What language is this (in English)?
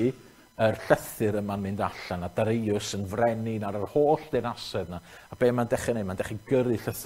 Welsh